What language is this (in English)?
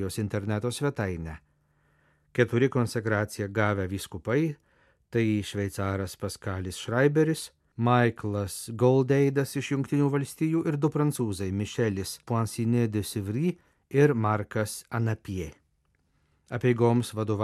Lithuanian